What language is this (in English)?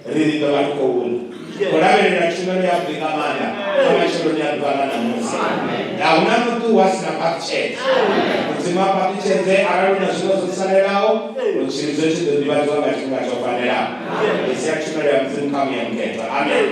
Venda